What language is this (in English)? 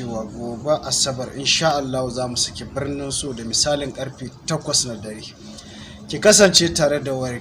Hausa